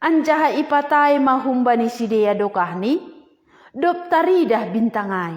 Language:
Batak Simalungun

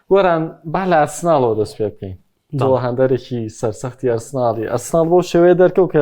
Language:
Central Kurdish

